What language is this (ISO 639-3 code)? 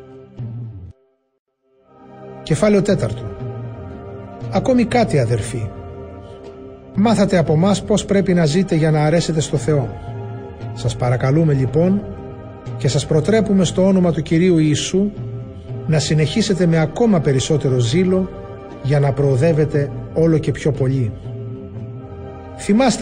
ell